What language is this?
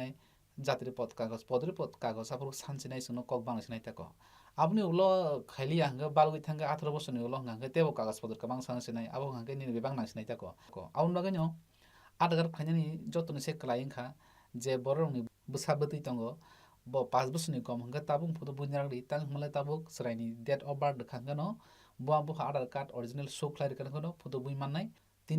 Kok Borok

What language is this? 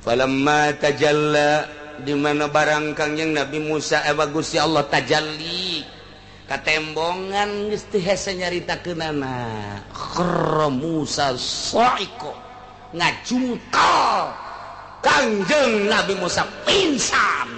Sundanese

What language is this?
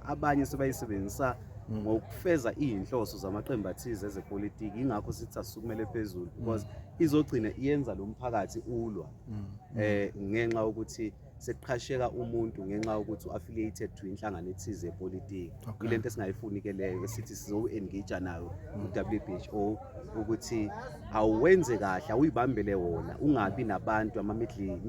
Zulu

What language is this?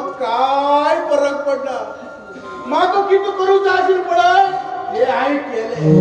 Konkani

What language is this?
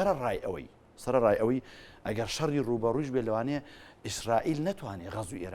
Central Kurdish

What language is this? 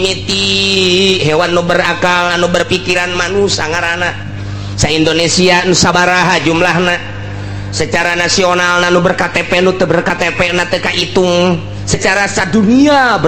Sundanese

